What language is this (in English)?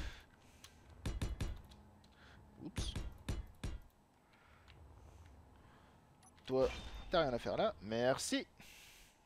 French